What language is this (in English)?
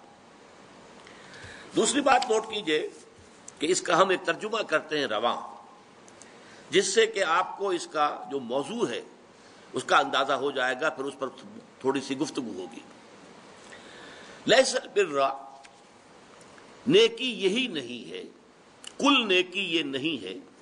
Urdu